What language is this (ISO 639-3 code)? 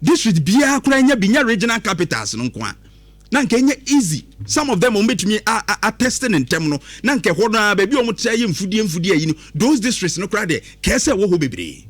aka